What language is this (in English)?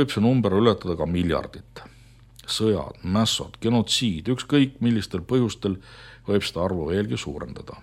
Estonian